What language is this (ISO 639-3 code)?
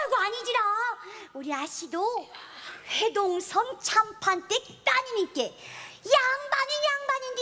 kor